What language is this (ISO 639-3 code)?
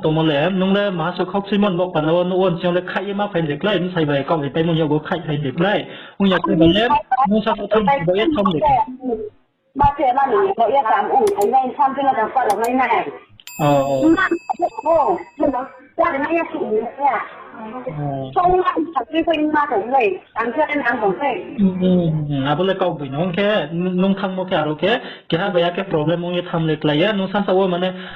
ria